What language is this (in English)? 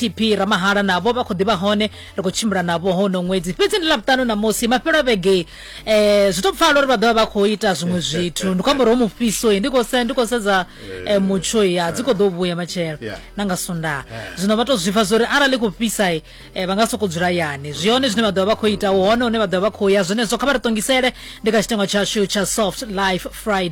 Venda